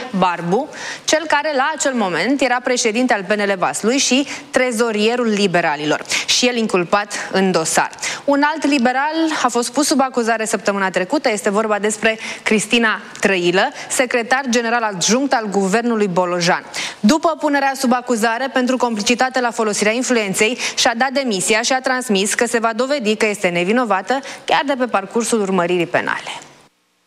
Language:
Romanian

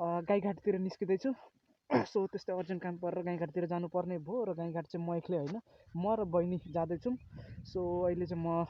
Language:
Nepali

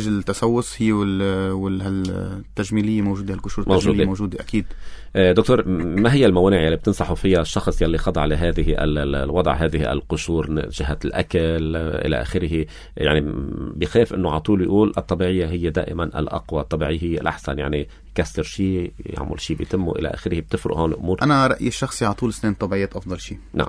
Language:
North Levantine Arabic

